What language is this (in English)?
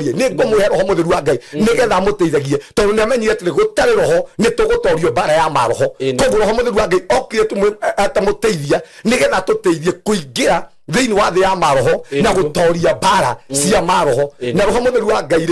Kikuyu